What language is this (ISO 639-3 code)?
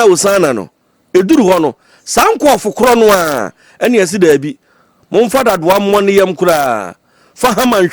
aka